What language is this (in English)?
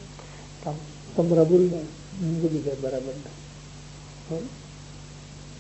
Gujarati